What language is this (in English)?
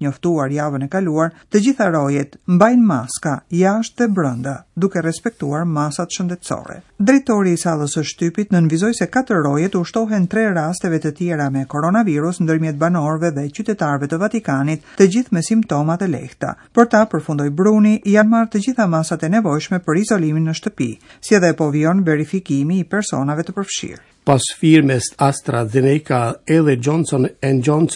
Albanian